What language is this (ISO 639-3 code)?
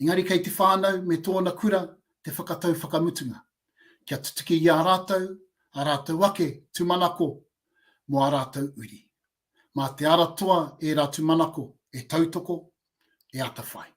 mri